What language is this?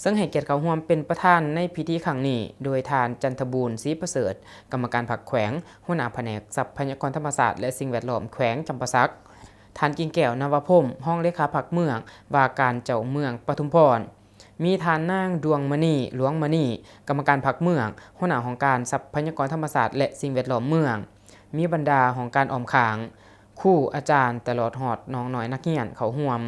Lao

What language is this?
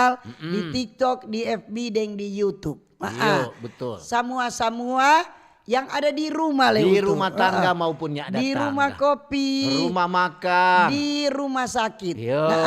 Manado Malay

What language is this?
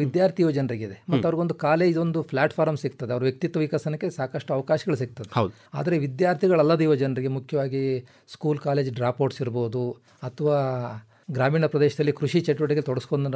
Kannada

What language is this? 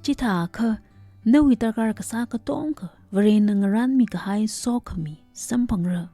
Tangkhul Naga (India)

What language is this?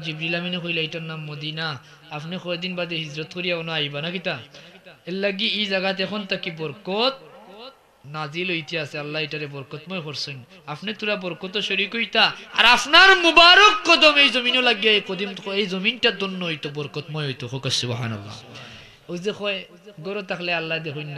Sylheti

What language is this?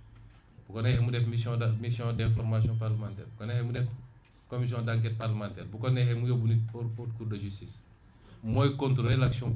Wolof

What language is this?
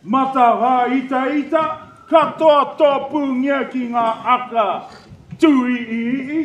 Māori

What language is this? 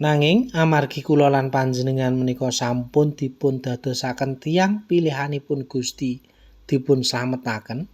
Javanese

